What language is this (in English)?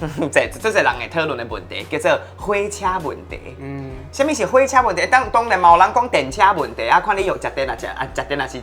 Min Nan Chinese